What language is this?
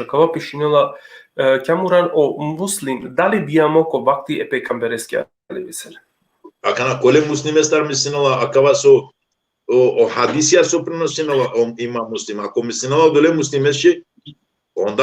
Balkan Romani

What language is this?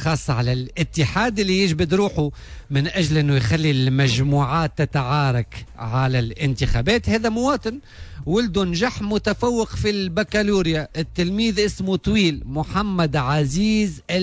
Tunisian Arabic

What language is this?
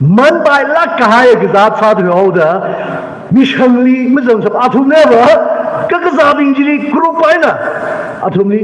Tangkhul Naga (India)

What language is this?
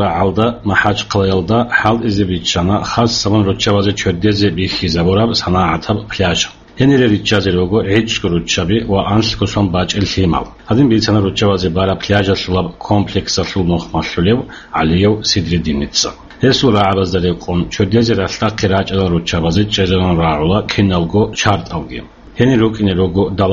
Avaric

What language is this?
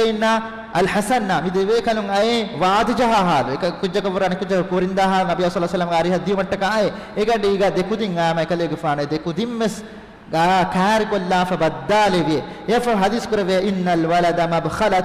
Divehi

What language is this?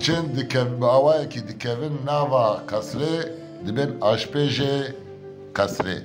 Kurdish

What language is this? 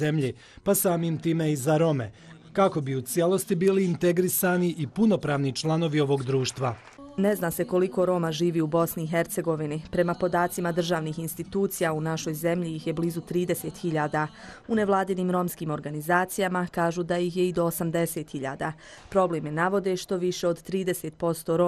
Bosnian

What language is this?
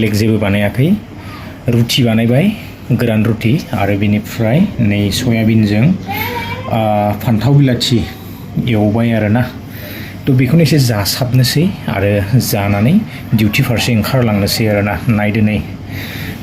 Bodo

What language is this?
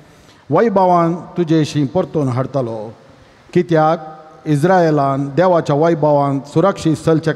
Konkani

